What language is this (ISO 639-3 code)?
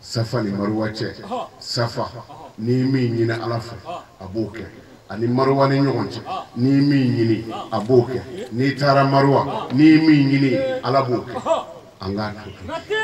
bam